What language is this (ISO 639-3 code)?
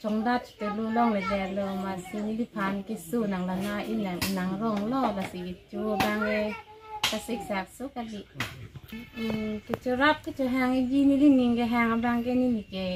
mjw